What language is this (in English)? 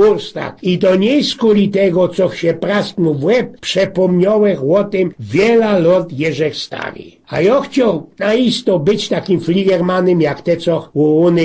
Silesian